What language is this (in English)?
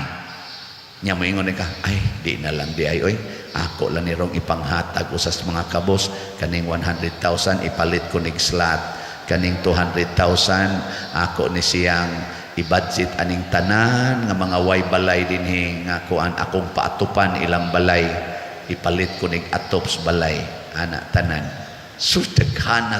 Cebuano